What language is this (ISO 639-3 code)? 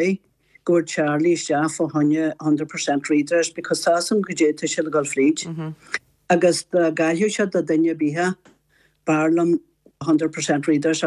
gle